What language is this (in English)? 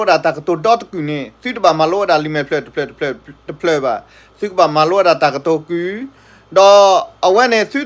S'gaw Karen